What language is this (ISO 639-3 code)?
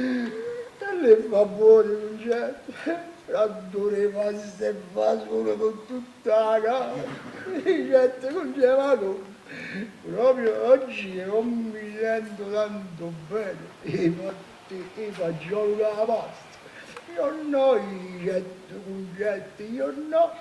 nap